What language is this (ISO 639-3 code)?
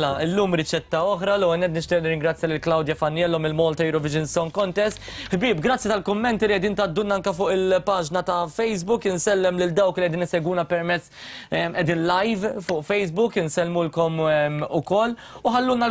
mlt